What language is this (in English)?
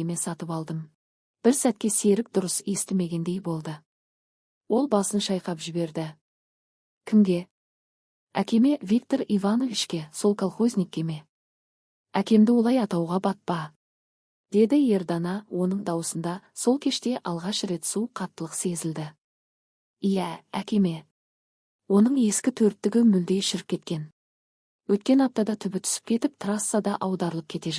Kazakh